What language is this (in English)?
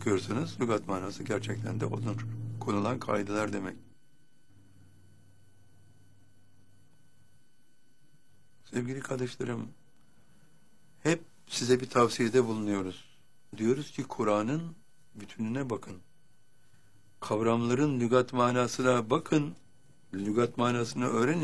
Turkish